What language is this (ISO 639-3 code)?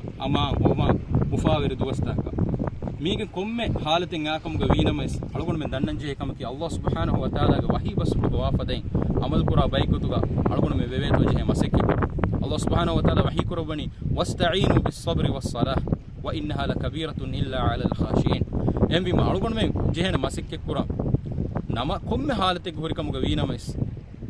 div